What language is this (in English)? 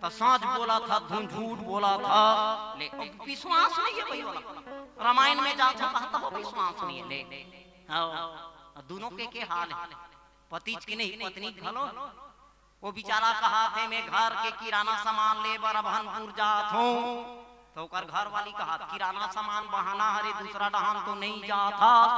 Chhattisgarhi